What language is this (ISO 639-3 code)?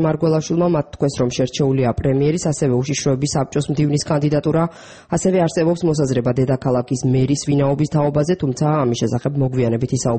kat